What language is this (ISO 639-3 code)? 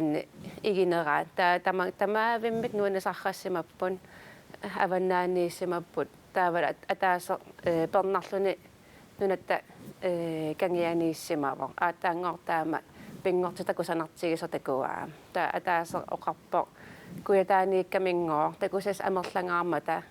kal